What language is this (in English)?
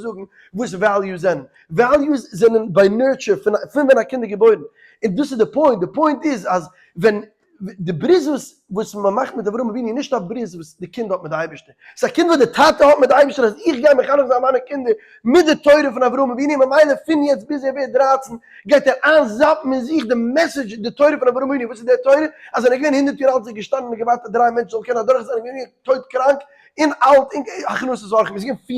Yiddish